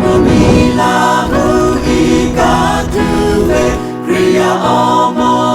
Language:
Lahu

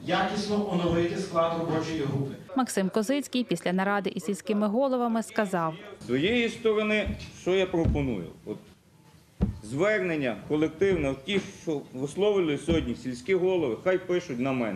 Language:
Ukrainian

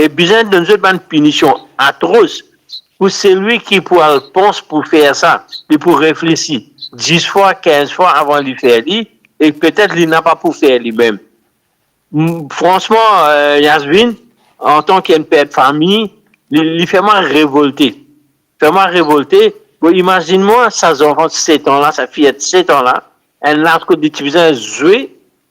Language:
Morisyen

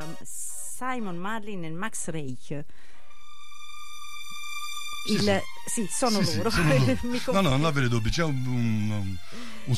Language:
Italian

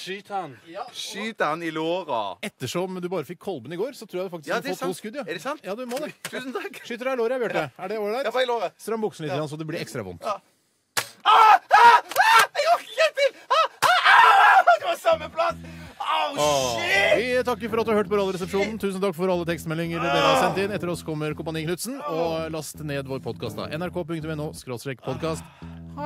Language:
Norwegian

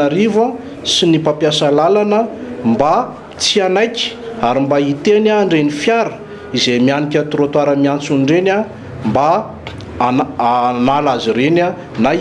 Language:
Malagasy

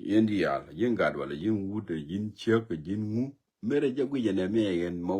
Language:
Nuer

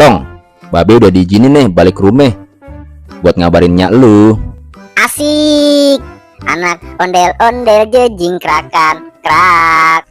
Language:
Betawi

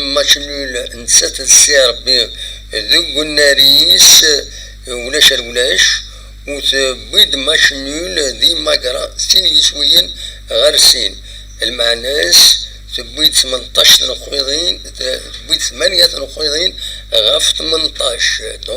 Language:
Kabyle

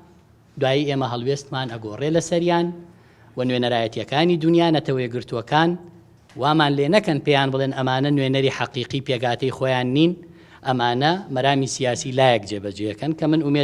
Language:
Central Kurdish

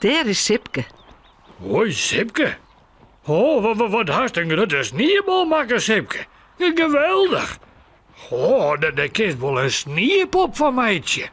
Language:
Western Frisian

